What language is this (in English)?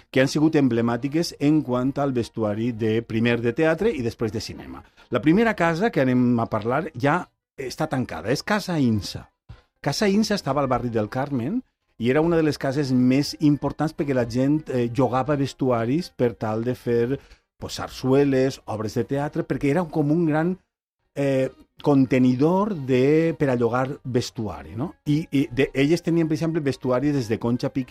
Catalan